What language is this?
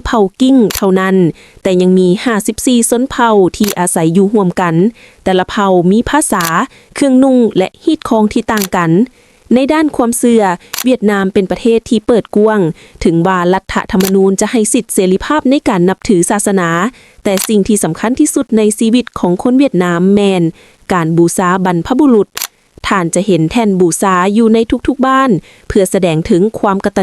Lao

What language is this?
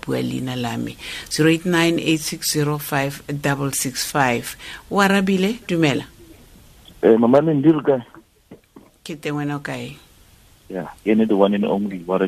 Tswana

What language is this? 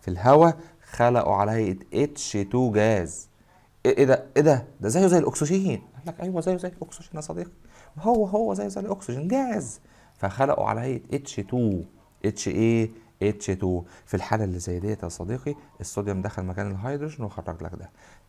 Egyptian Arabic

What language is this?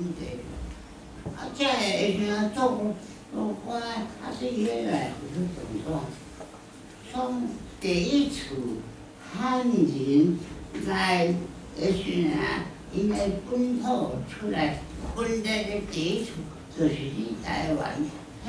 Chinese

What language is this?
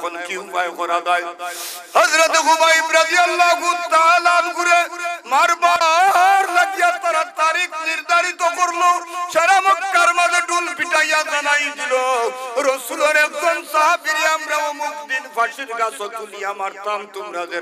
Sylheti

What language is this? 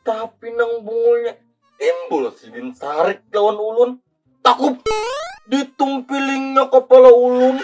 Banjar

